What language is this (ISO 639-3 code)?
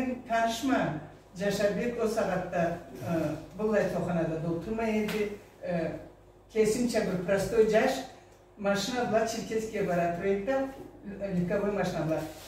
krc